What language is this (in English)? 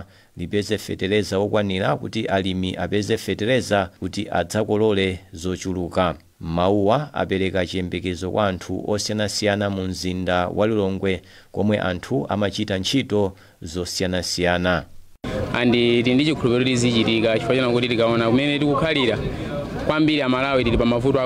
Nyanja